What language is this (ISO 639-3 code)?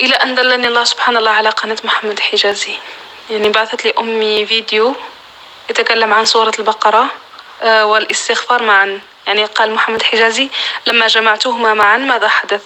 apc